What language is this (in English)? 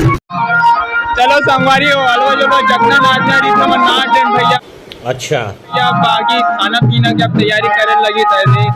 Chhattisgarhi